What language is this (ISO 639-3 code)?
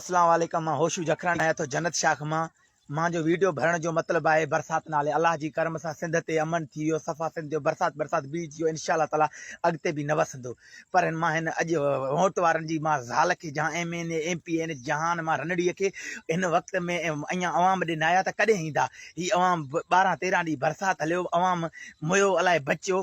snd